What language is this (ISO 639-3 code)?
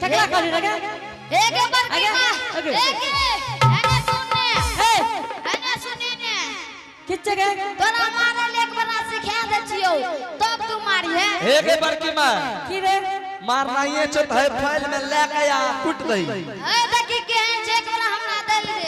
anp